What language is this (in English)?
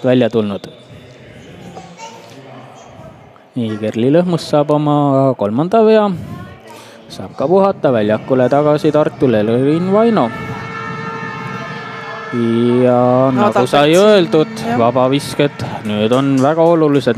Estonian